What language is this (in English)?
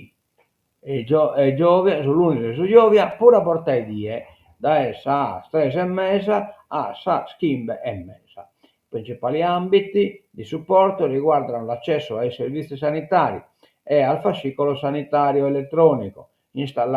Sardinian